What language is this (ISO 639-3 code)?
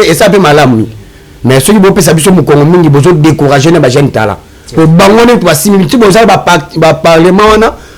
lin